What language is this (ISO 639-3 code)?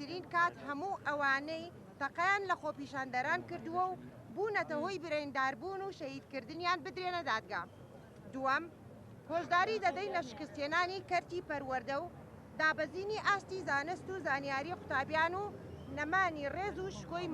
ckb